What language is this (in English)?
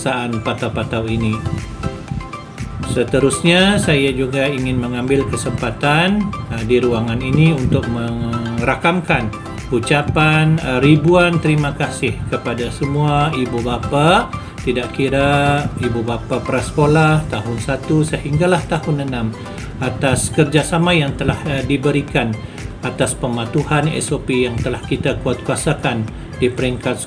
Malay